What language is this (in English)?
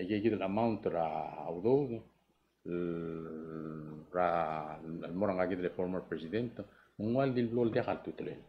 Palauan